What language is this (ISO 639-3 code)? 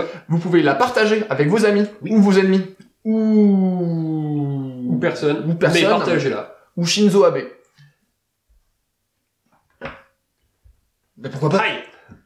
fra